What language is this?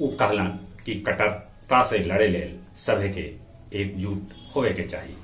Magahi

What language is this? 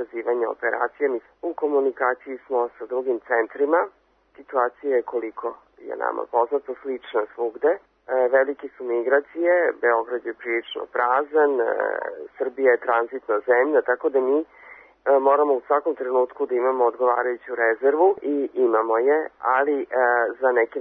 Serbian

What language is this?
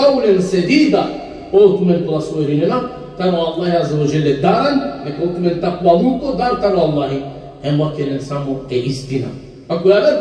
Balkan Romani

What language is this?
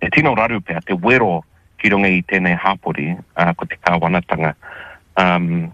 Māori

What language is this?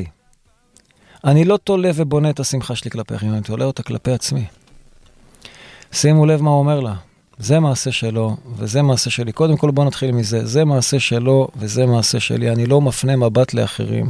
Hebrew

